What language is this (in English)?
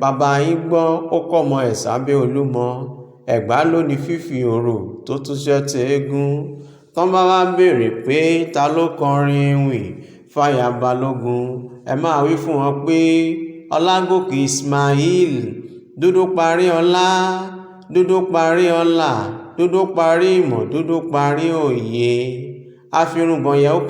Yoruba